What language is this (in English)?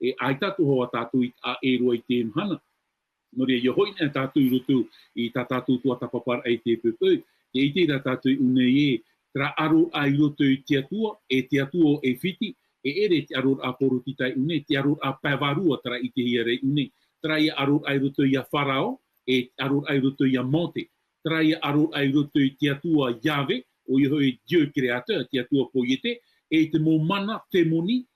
Tahitian